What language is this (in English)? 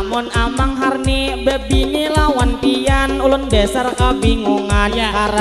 Banjar